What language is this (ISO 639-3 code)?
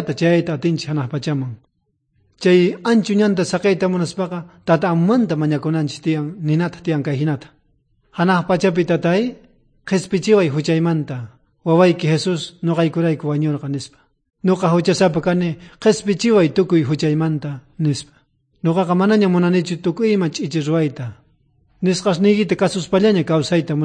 quh